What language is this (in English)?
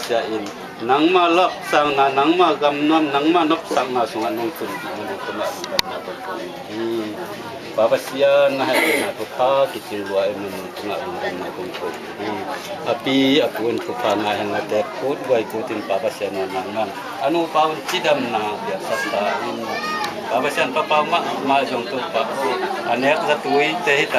Tedim Chin